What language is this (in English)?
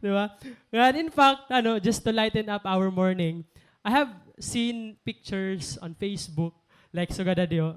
Waray